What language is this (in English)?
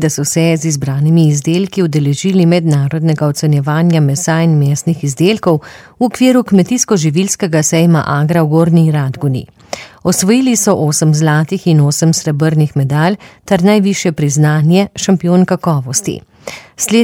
Slovenian